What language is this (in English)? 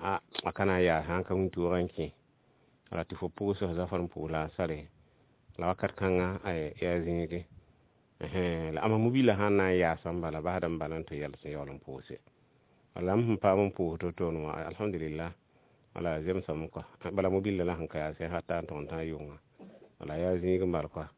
Mossi